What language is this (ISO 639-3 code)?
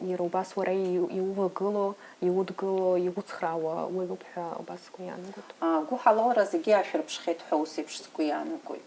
abk